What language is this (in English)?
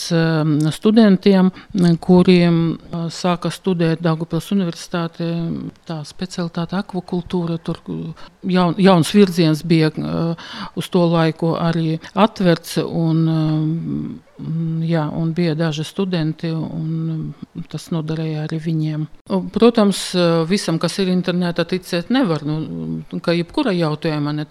Latvian